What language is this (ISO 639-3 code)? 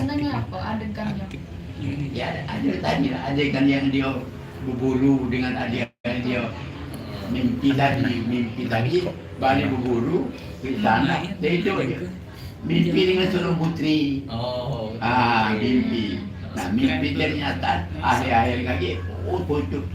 mui